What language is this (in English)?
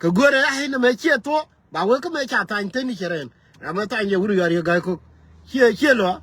Nuer